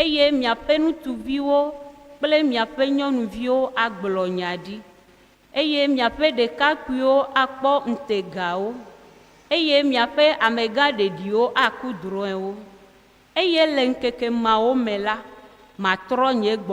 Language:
Ewe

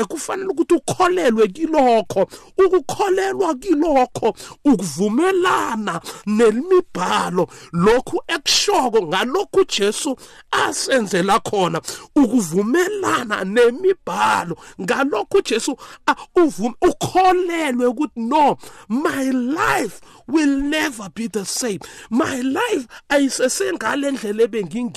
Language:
South Ndebele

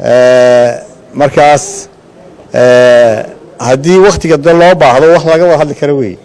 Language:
Somali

